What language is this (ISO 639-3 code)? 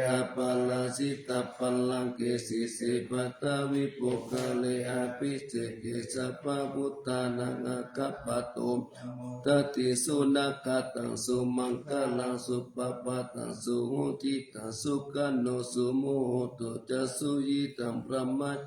pli